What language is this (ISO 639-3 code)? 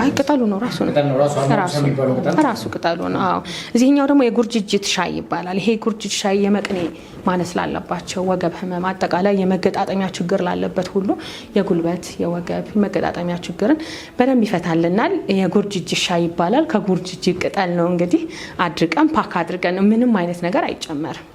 amh